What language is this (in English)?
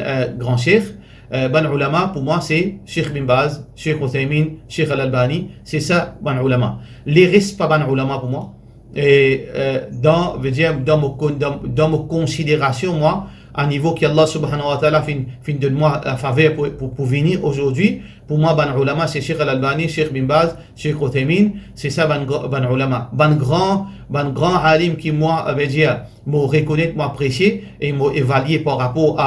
Morisyen